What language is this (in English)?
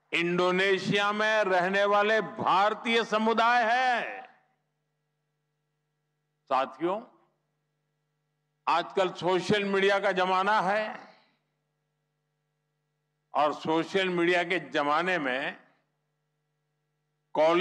Hindi